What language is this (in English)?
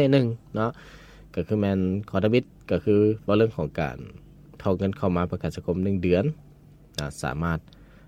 Lao